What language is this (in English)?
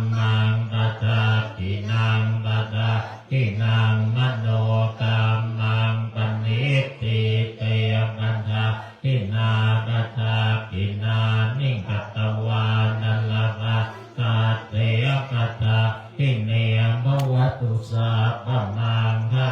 Pali